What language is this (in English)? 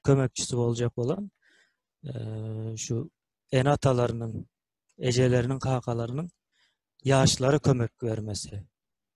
Turkmen